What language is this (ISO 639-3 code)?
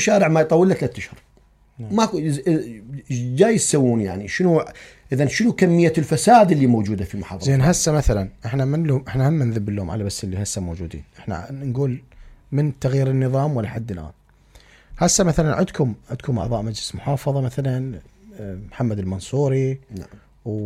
acm